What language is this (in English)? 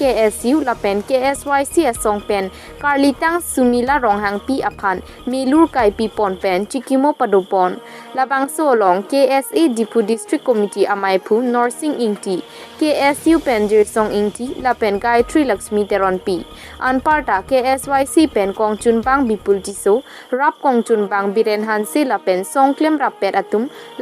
Karbi